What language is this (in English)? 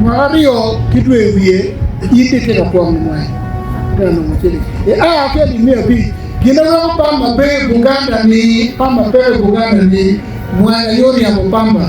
Acoli